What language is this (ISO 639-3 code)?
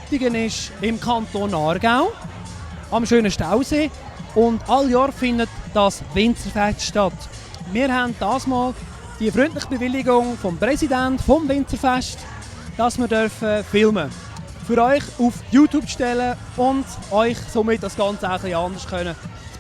gsw